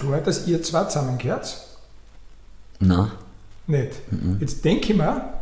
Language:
German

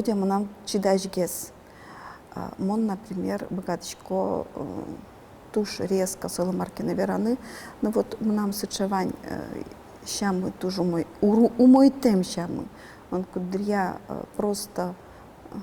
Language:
Udmurt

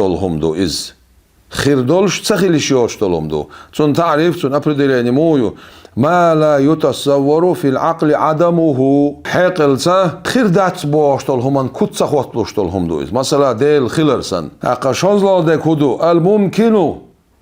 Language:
Chechen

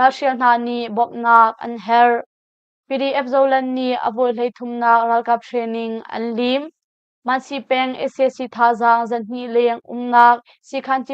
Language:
Hakha Chin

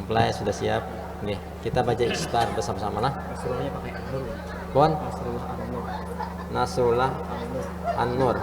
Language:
Banjar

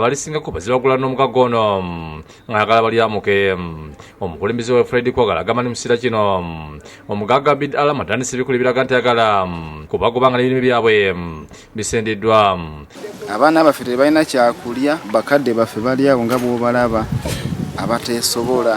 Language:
Ganda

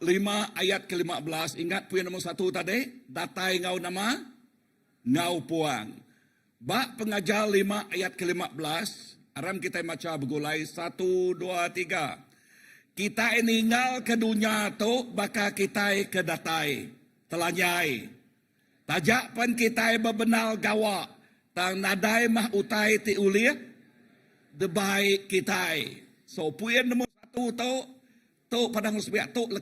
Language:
Iban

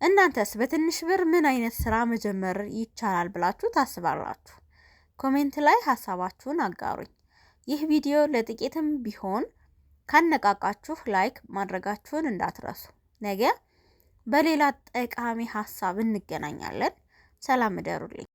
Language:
Amharic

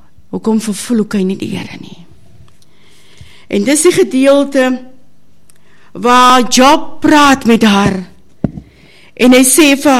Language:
Afrikaans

